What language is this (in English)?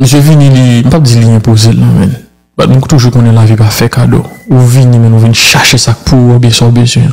Haitian Creole